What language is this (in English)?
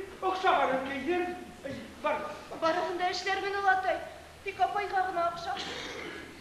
Bashkir